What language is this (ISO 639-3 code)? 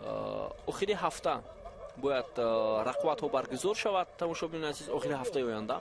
tgk